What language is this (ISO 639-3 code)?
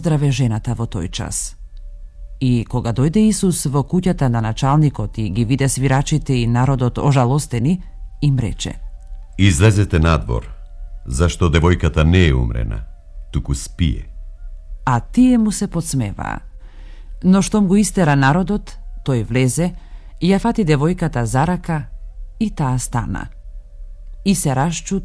mkd